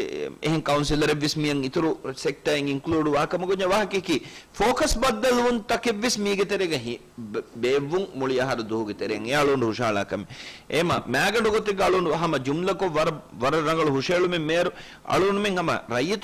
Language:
Divehi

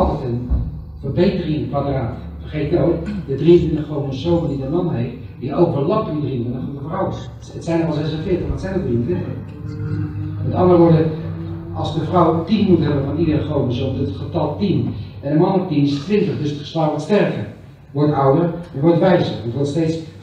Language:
Dutch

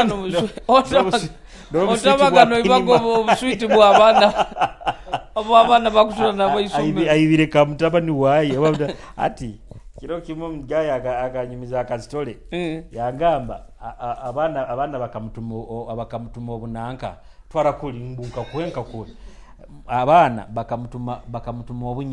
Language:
Nyoro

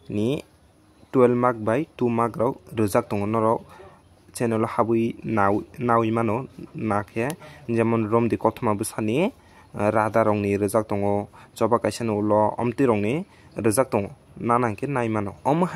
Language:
Kok Borok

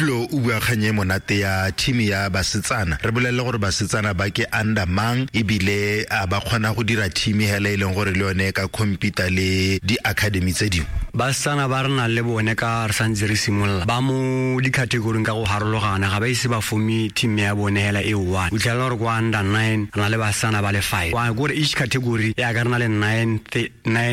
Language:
Tswana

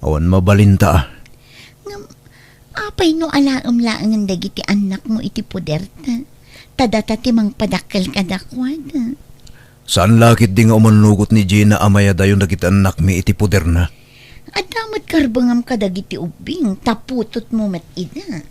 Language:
Iloko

